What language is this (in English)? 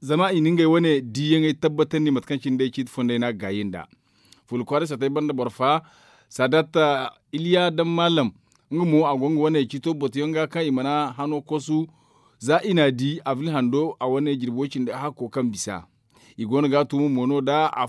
Zarma